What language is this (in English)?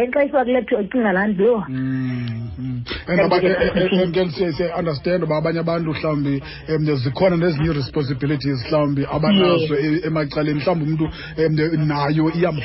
Xhosa